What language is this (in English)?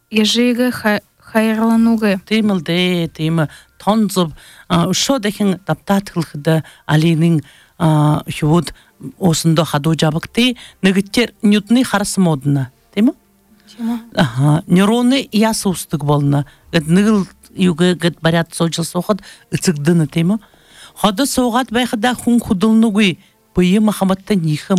Buriat